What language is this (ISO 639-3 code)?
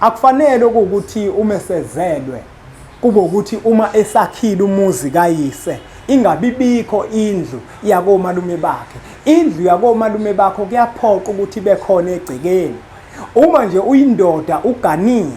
zul